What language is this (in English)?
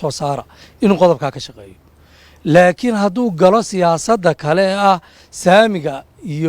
Somali